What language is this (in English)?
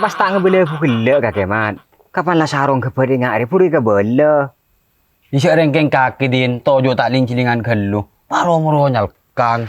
Madurese